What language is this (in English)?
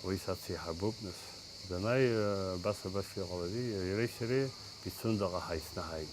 Abkhazian